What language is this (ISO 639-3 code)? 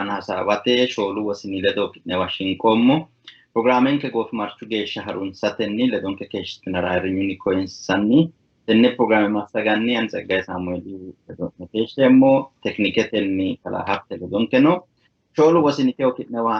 sid